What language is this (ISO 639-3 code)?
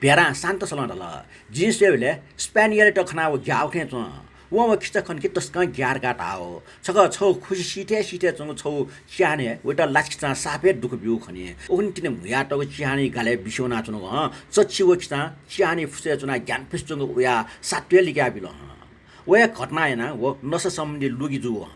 new